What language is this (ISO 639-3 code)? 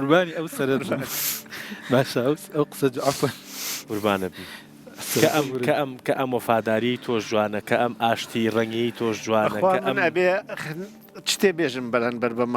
ckb